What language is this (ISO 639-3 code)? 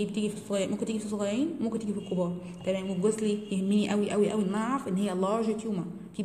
arz